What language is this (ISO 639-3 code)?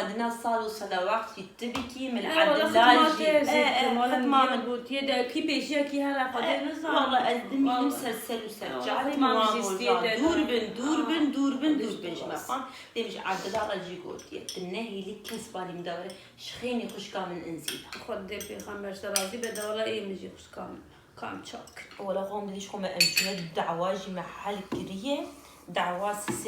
kur